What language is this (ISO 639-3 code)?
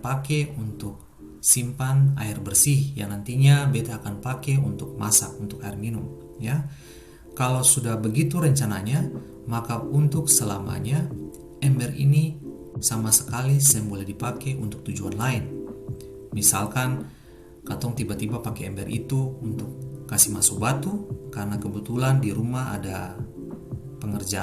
abs